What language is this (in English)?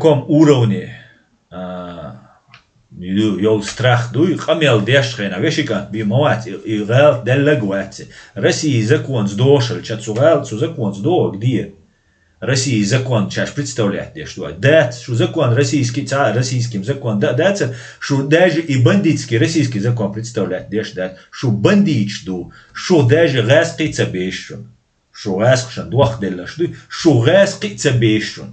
Chechen